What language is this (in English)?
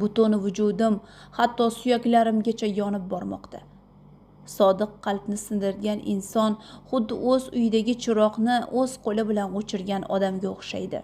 Uzbek